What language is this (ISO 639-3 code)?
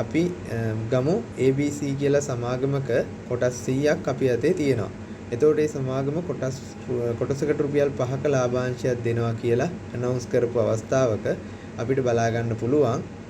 sin